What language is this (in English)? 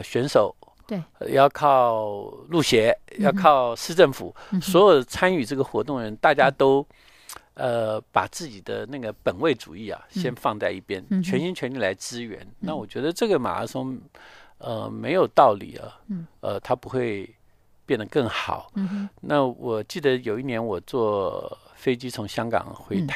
Chinese